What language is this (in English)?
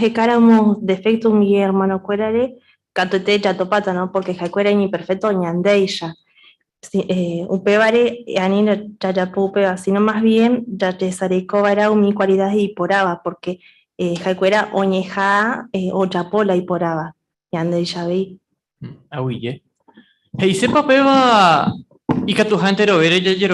Guarani